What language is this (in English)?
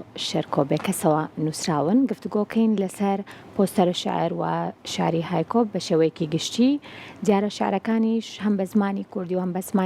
Central Kurdish